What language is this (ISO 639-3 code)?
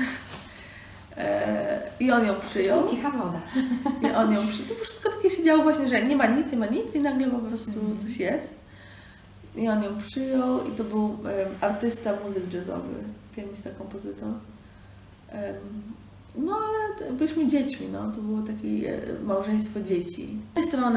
pol